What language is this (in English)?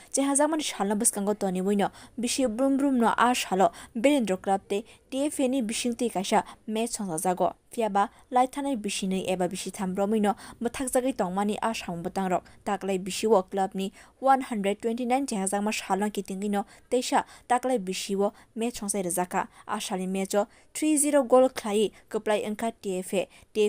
Kok Borok